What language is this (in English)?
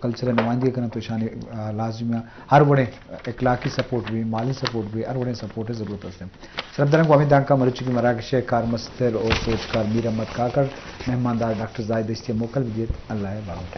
Eastern Balochi